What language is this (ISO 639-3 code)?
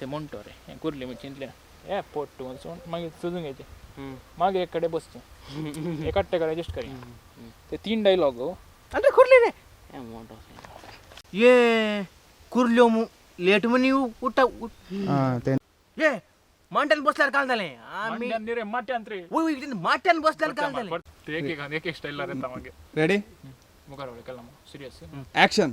kok